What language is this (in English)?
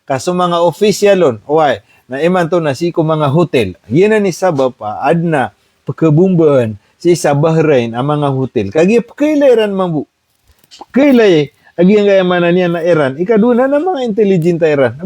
Maranao